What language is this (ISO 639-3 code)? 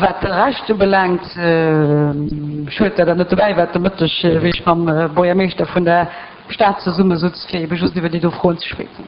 ltz